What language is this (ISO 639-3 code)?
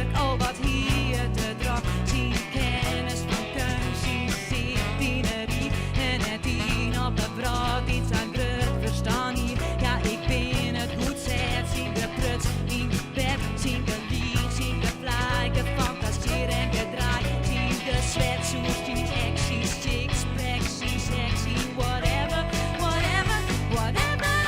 fry